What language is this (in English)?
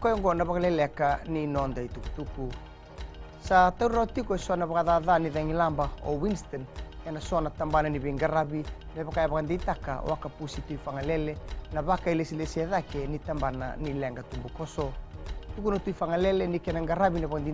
Fijian